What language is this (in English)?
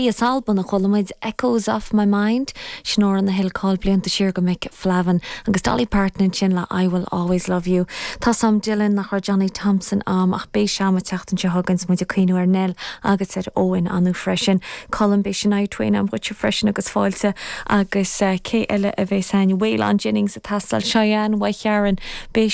Irish